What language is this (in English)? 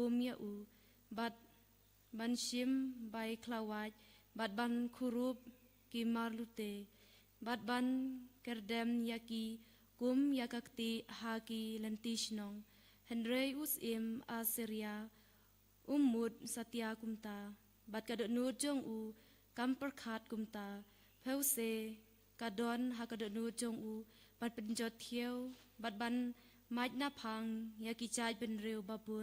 Khasi